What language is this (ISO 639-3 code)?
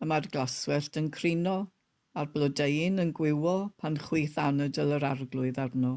cym